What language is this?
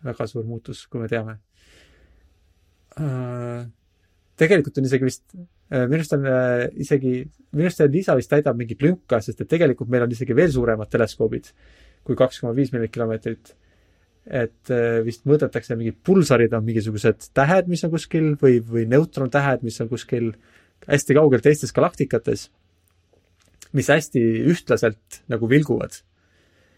Estonian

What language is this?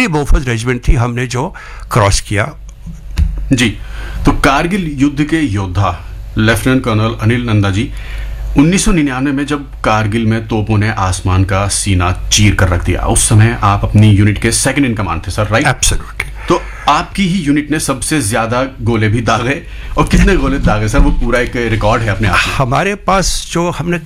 Hindi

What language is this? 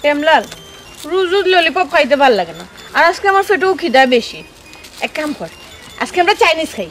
Sylheti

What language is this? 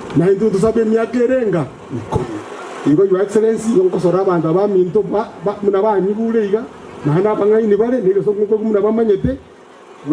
Gusii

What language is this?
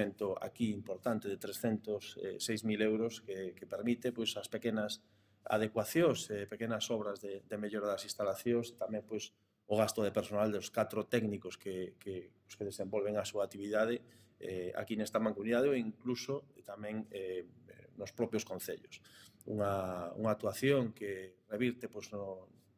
Galician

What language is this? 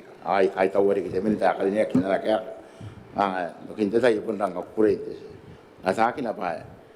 Gilbertese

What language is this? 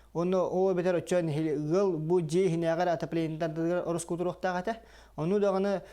Yakut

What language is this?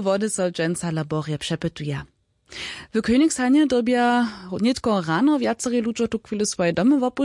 Upper Sorbian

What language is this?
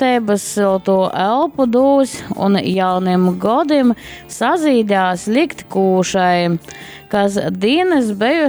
Latgalian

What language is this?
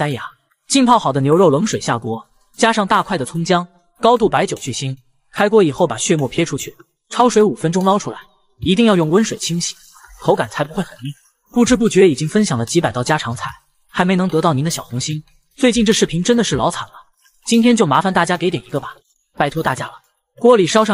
Chinese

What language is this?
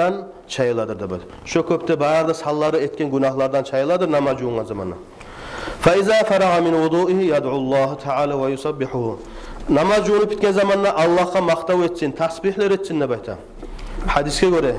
Kumyk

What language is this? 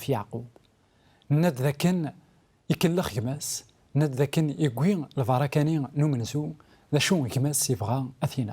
Kabyle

